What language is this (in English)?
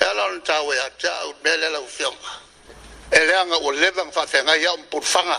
Samoan